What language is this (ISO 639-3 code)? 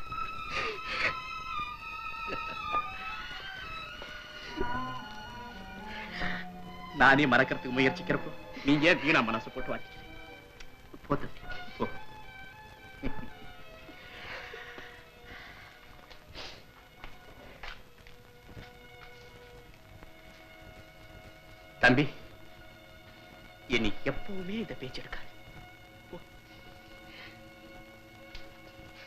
tam